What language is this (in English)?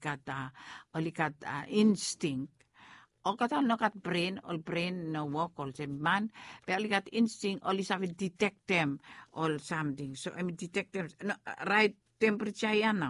Bislama